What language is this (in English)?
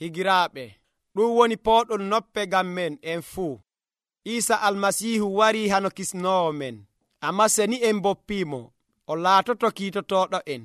Nigerian Fulfulde